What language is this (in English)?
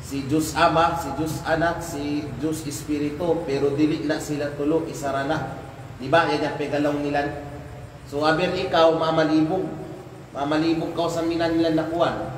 Kalagan